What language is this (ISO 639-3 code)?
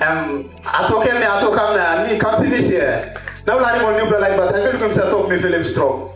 tpi